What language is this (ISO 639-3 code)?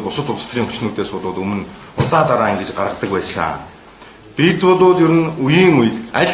mon